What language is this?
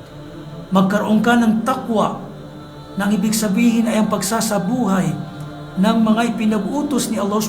Maranao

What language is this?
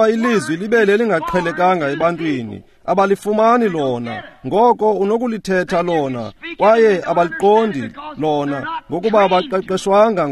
Xhosa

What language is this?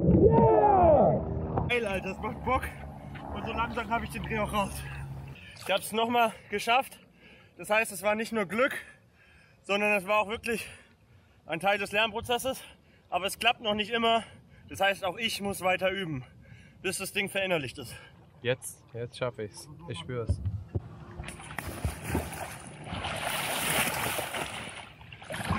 German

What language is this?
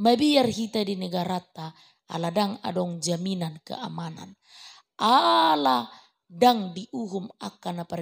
Batak Toba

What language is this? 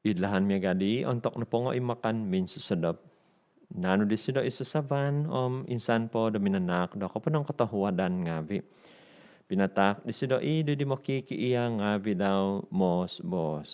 Central Dusun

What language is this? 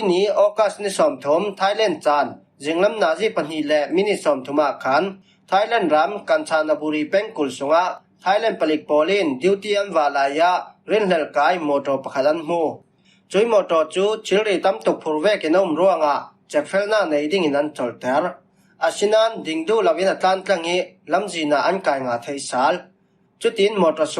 Falam Chin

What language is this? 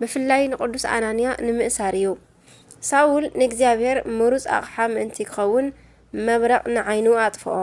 Tigrinya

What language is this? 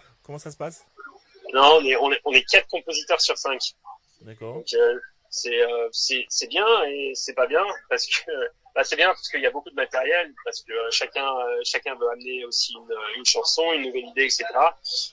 French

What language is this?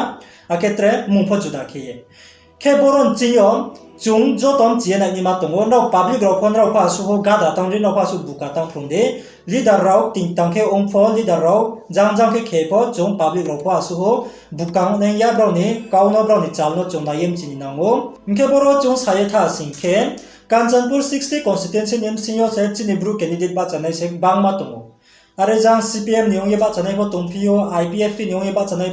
Riang (India)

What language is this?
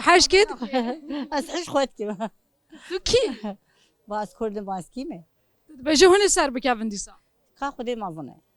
Kurdish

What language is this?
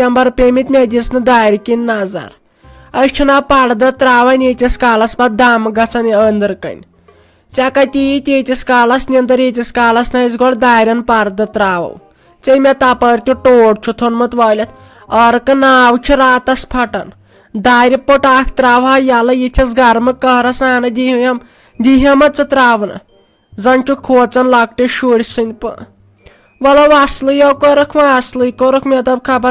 Kashmiri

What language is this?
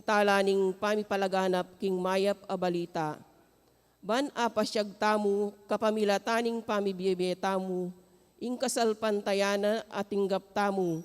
Pampanga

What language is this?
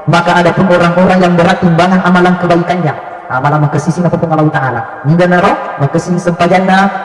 Buginese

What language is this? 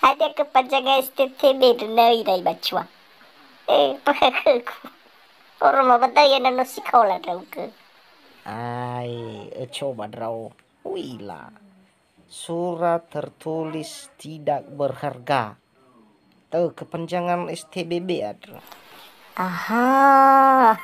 Nias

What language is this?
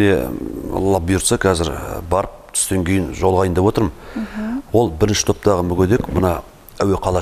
Kazakh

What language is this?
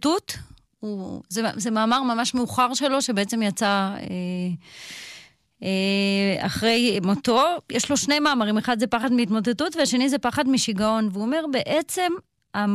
Hebrew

